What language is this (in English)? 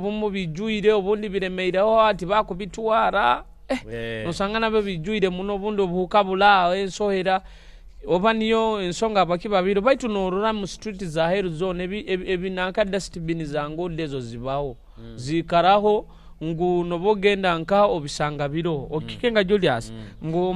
Nyoro